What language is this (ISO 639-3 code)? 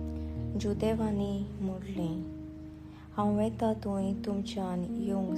kok